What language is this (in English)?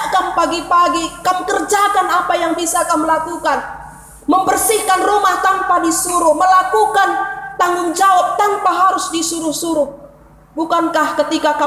Batak Karo